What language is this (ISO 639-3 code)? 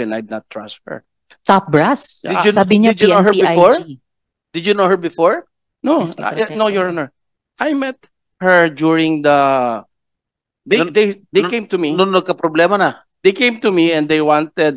fil